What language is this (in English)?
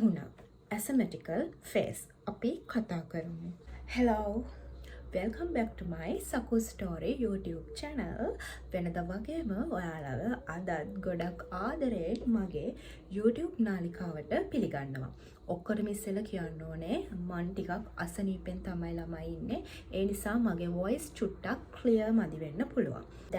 Sinhala